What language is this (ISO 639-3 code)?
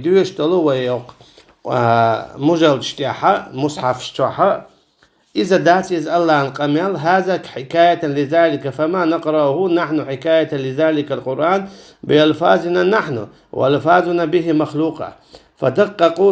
che